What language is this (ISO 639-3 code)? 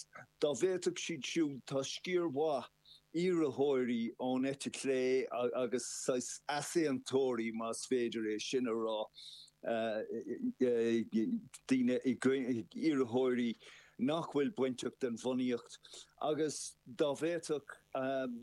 gle